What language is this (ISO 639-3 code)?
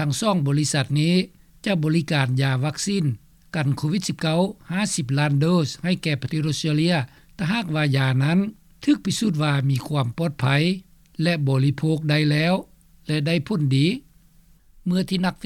lao